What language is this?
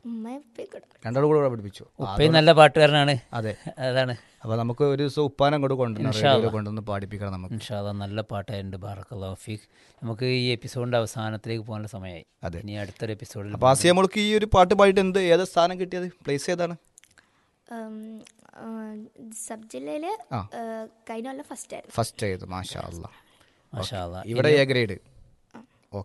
Malayalam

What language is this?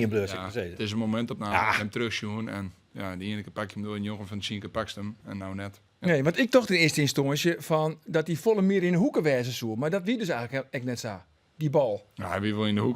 Western Frisian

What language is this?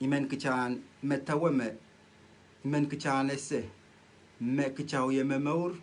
Pohnpeian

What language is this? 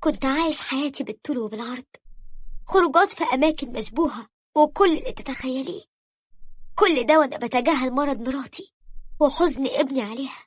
Egyptian Arabic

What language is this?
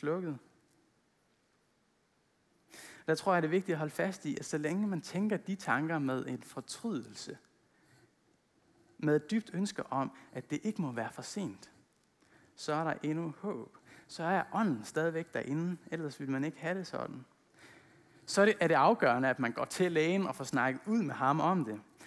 Danish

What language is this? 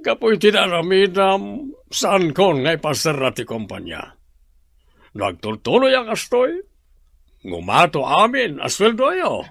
Iloko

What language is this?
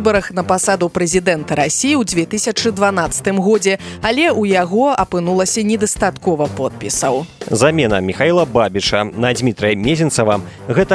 Belarusian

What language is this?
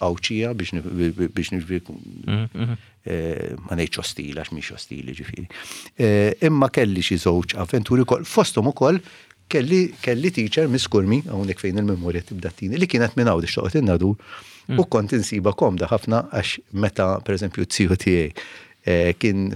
Maltese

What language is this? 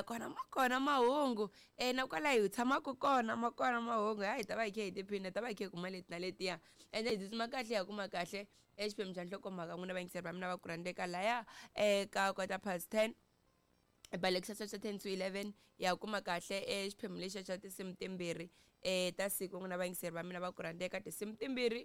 Tsonga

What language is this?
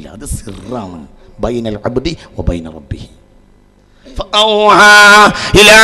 Malayalam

